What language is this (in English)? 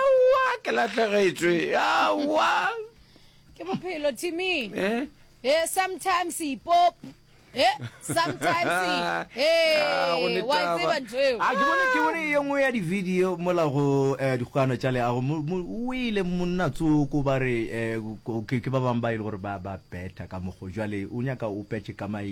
Northern Sotho